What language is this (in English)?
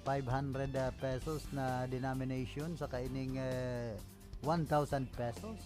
Bikol